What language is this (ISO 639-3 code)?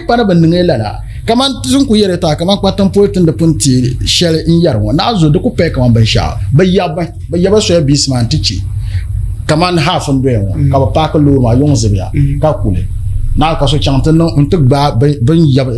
dag